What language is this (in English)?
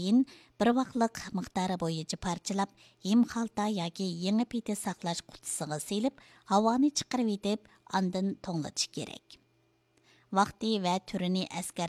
Uyghur